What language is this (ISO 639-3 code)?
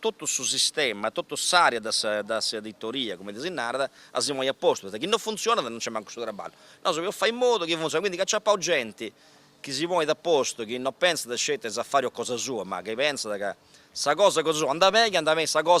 srd